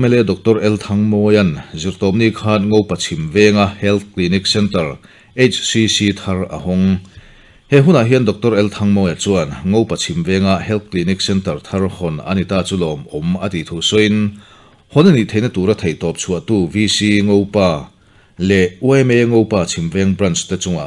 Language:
Mizo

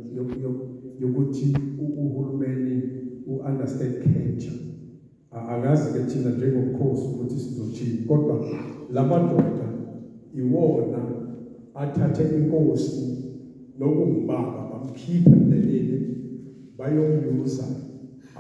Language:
Zulu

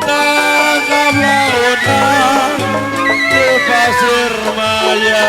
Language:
Betawi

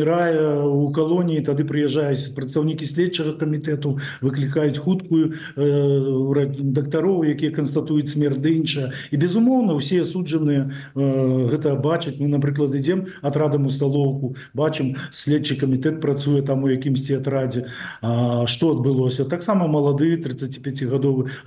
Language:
Belarusian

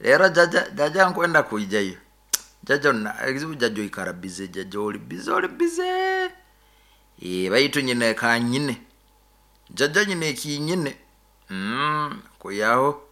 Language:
Nyoro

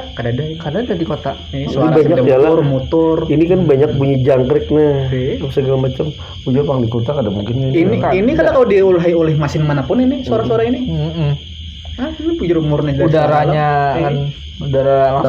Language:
Banjar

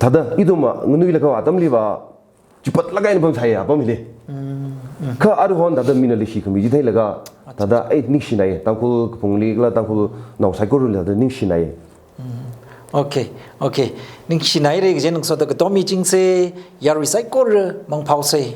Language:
Tangkhul Naga (India)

